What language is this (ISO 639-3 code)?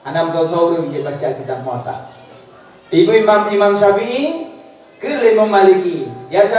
ace